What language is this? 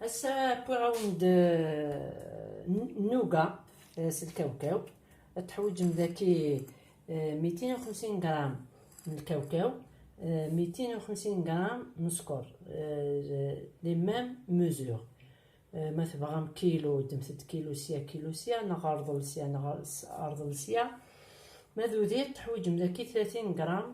Kabyle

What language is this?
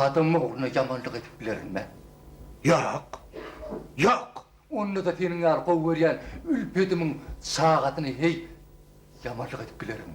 Turkmen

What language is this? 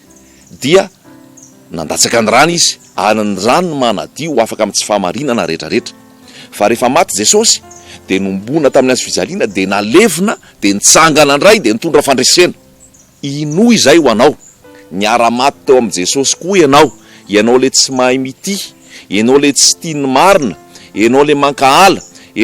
Malagasy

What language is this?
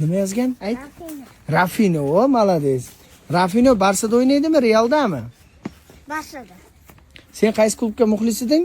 Uzbek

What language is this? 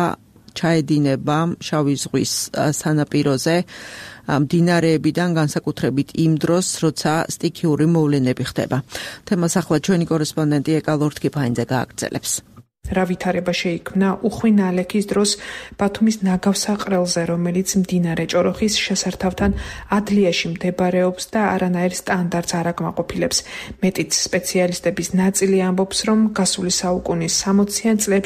Georgian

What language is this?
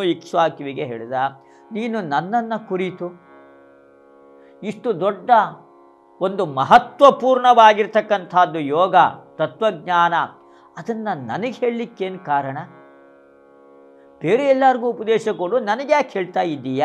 Kannada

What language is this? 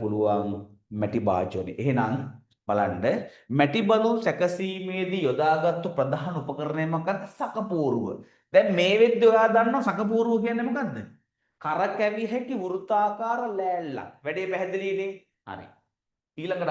Sinhala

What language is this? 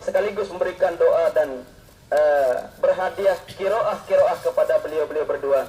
Sasak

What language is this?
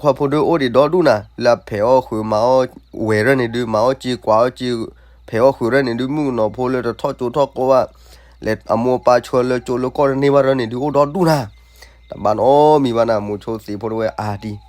S'gaw Karen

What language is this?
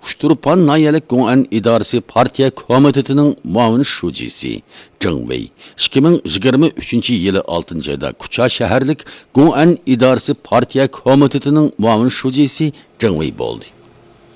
Uyghur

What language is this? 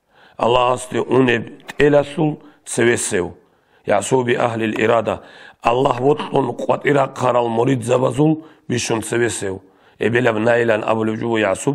Avaric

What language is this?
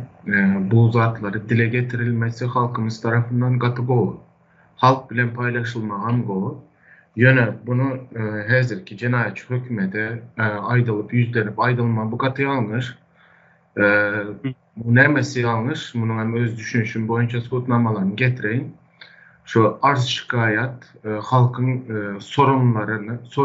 Turkmen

